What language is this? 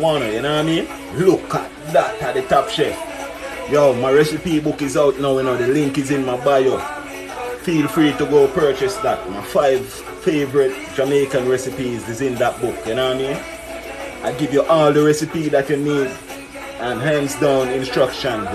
Jamaican Creole English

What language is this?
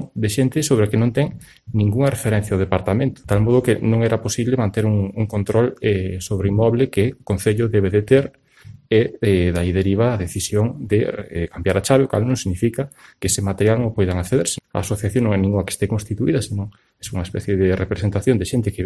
Galician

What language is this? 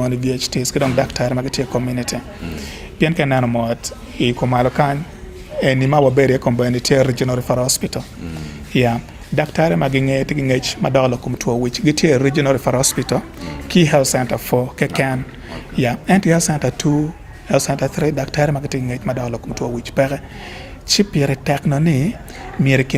Acoli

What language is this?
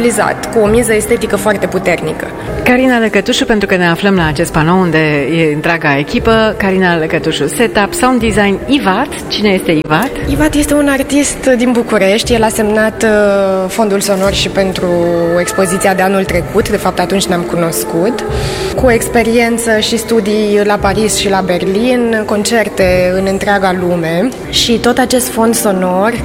Romanian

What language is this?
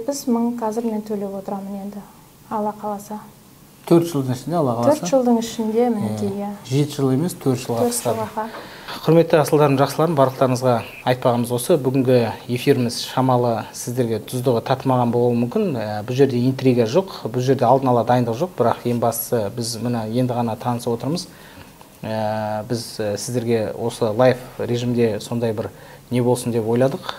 Kazakh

